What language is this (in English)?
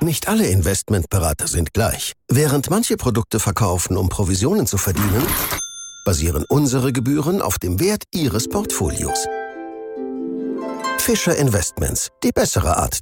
German